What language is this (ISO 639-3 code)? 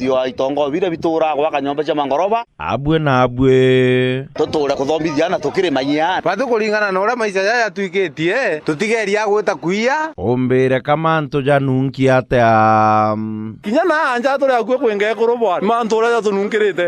mer